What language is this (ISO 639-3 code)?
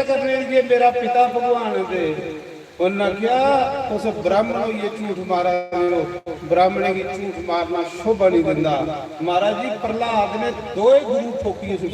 doi